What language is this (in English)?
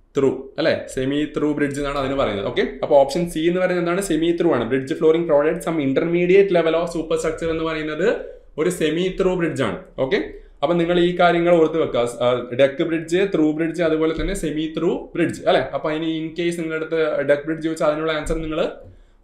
Malayalam